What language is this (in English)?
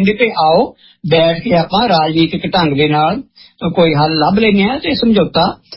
Punjabi